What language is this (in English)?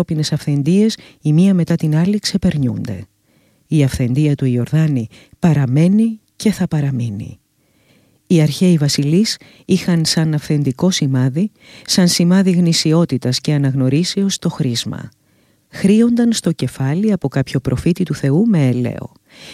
Greek